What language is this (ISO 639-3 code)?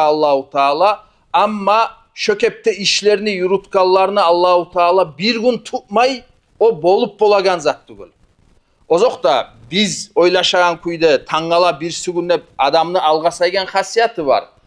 kum